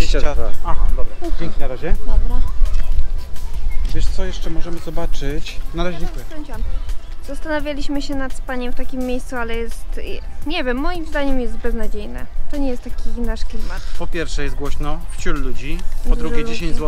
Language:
Polish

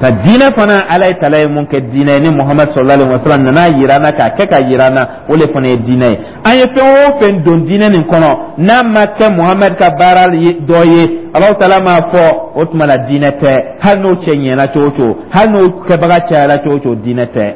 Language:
Dyula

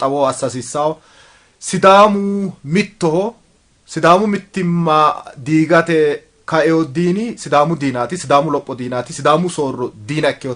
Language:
Sidamo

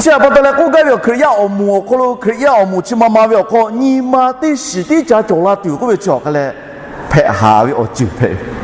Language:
Lahu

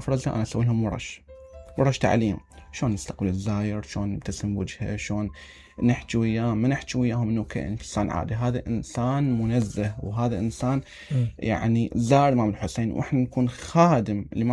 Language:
Mesopotamian Arabic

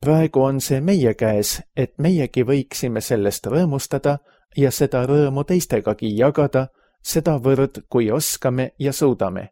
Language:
Estonian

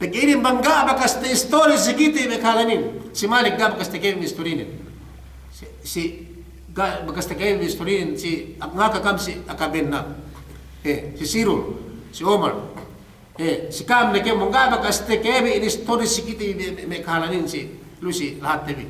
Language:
Yakan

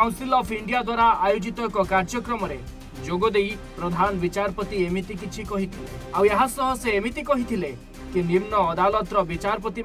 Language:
Odia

